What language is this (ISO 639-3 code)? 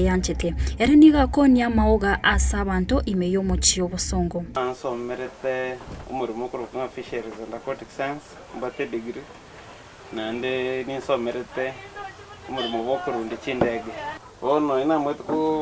guz